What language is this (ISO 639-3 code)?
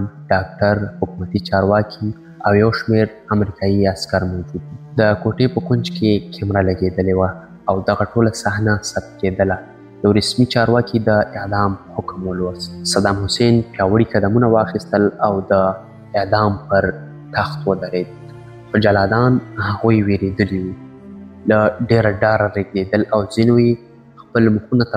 pus